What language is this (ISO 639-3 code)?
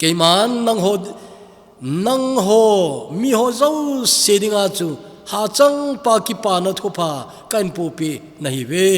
tcz